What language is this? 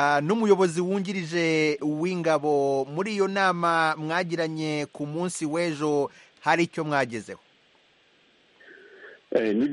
Kinyarwanda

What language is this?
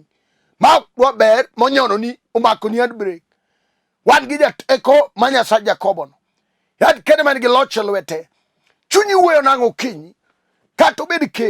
Luo (Kenya and Tanzania)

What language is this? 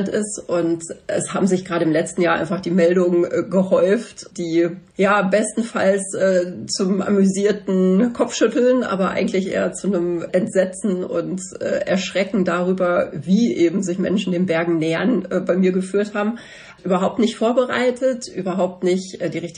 German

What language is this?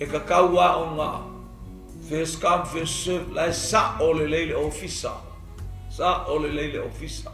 Samoan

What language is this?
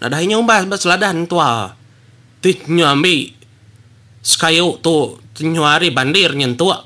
Iban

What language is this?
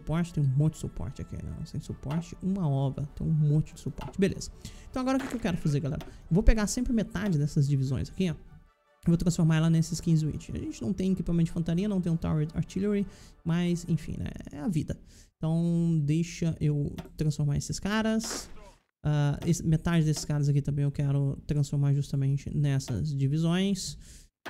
Portuguese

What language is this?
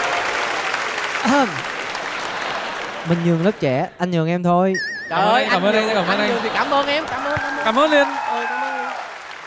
Vietnamese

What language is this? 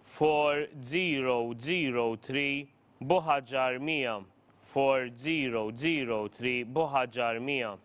English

